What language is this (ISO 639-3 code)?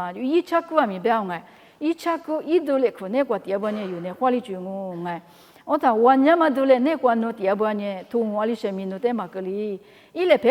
lis